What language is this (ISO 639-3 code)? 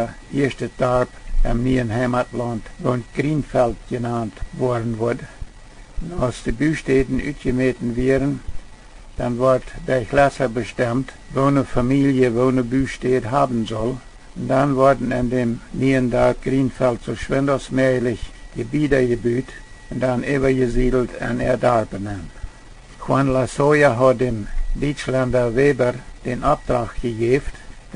pdt